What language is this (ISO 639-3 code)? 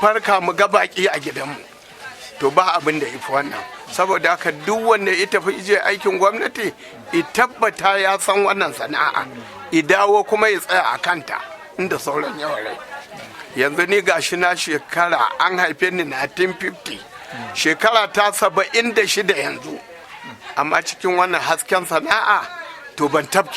hau